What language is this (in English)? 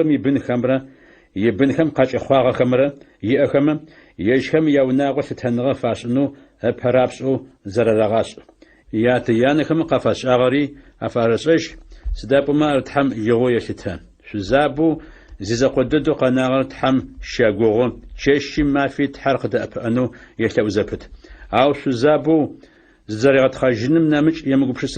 Adyghe